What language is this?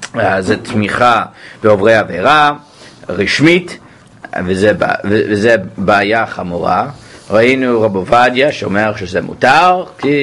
Hebrew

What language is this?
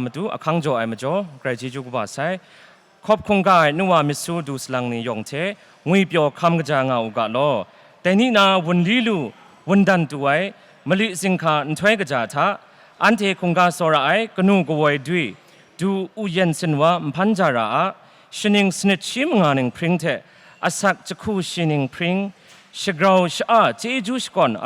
Kachin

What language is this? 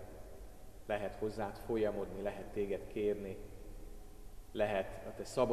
Hungarian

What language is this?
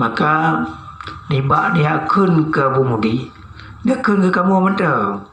Achinese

